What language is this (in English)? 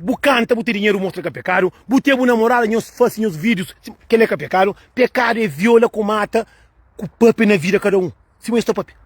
Kabuverdianu